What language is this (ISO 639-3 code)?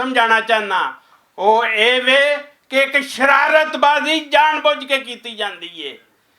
lah